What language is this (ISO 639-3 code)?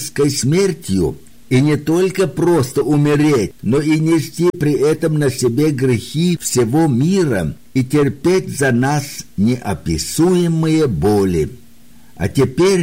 rus